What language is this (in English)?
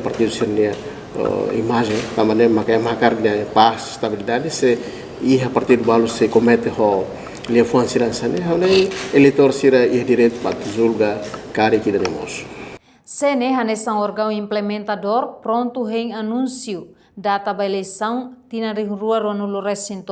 Tetum